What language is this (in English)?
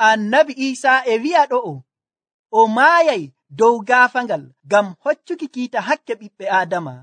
Nigerian Fulfulde